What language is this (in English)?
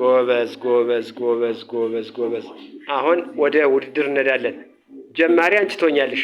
Amharic